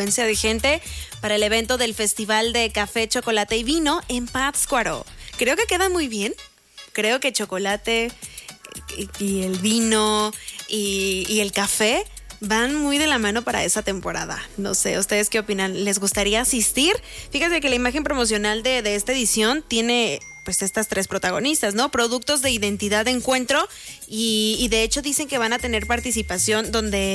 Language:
Spanish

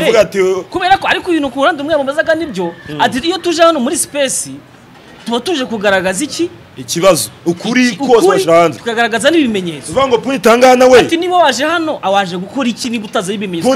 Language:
Kinyarwanda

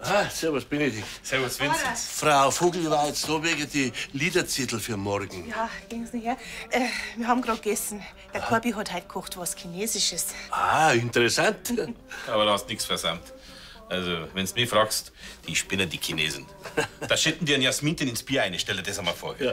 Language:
Bavarian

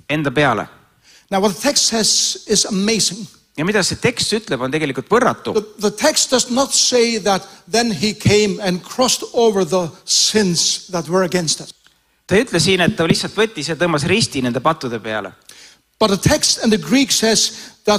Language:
Estonian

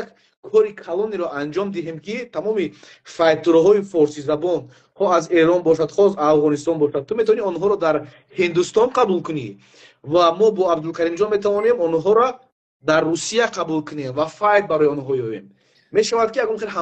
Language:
Persian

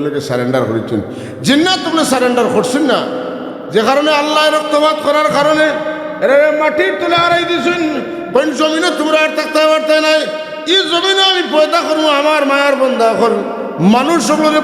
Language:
Sylheti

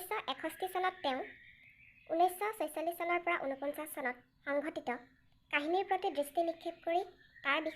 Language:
Assamese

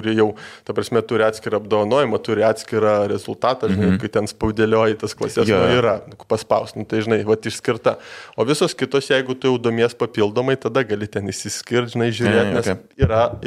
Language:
Lithuanian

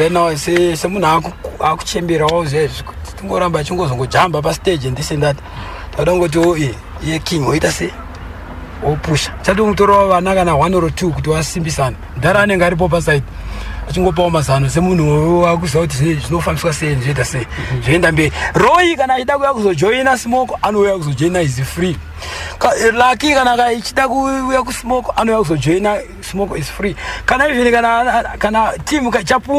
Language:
Shona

